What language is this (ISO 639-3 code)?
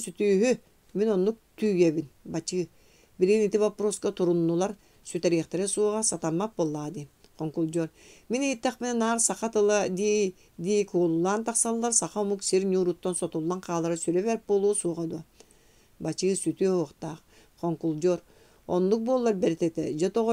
sah